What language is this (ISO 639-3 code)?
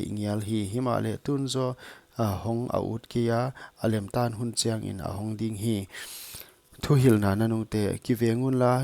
pck